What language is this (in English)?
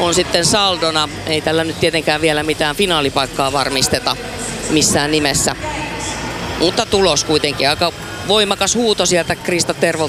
Finnish